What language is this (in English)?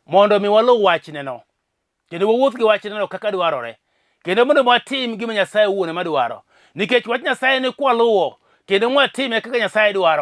Luo (Kenya and Tanzania)